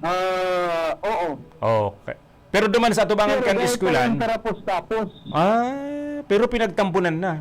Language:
Bikol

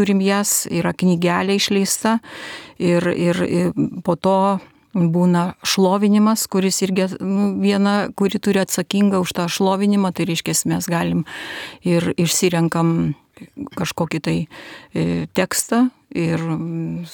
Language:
Lithuanian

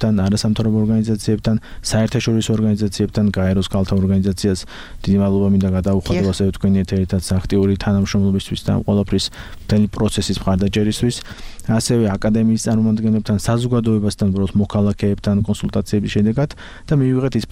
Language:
Georgian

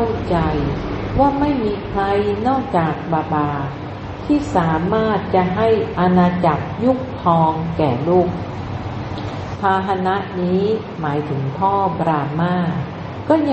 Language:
Thai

